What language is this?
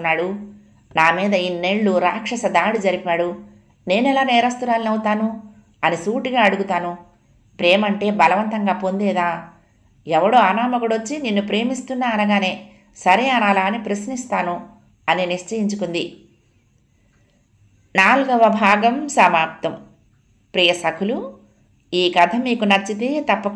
Telugu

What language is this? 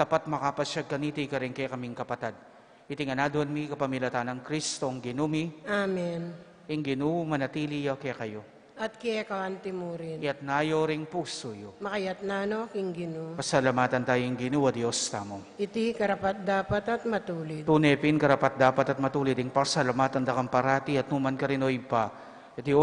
Pampanga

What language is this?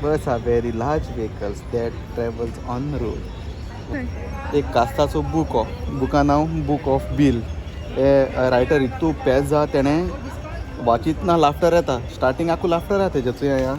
Konkani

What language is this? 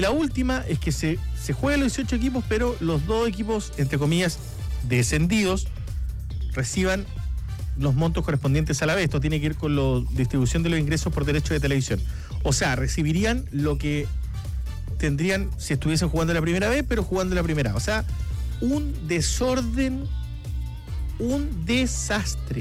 Spanish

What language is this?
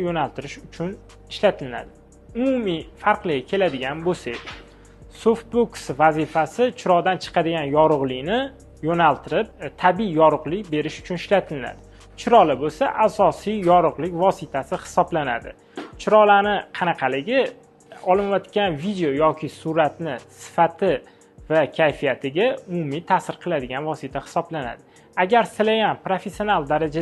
Uzbek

